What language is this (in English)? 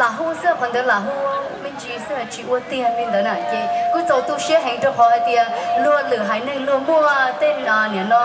Hmong